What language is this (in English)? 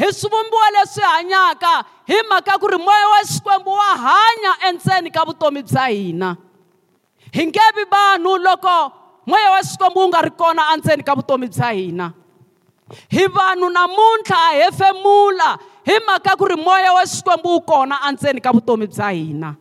Tsonga